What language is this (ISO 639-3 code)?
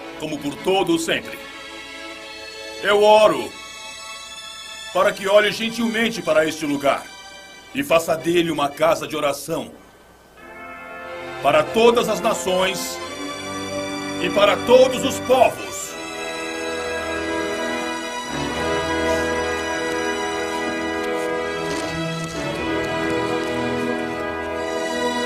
por